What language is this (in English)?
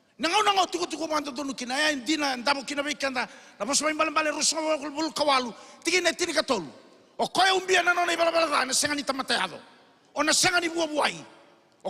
Fijian